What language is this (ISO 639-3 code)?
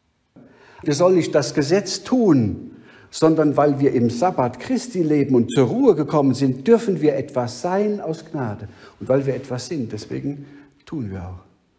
deu